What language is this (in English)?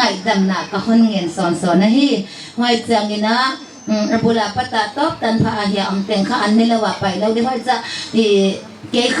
Paite Chin